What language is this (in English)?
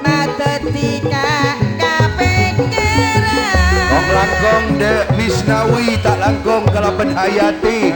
Madurese